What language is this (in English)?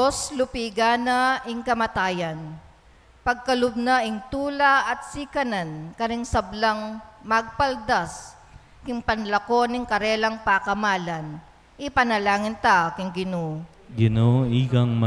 Pampanga